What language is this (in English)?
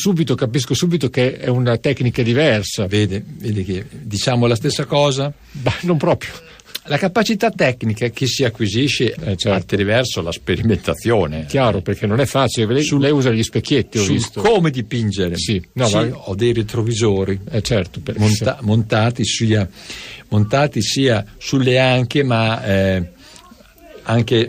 Italian